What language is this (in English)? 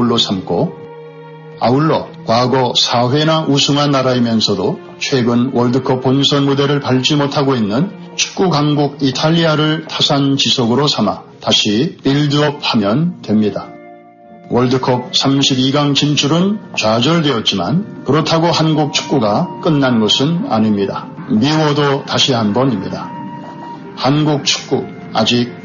Korean